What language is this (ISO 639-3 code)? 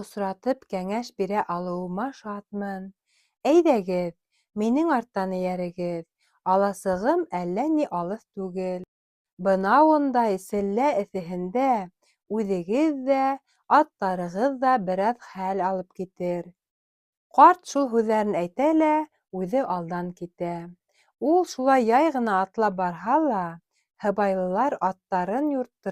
bak